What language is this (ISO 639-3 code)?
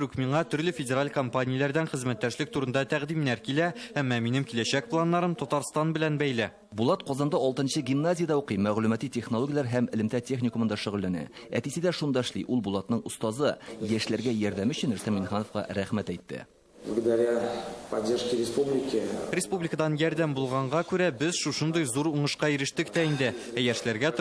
tat